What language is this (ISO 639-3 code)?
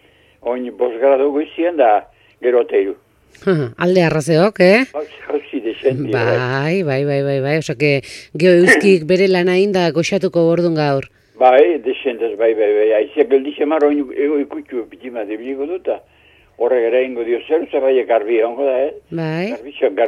eus